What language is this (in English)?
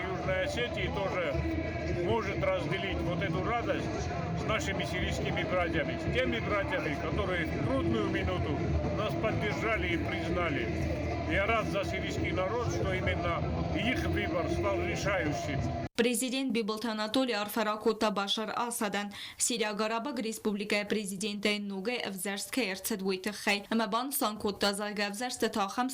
Ossetic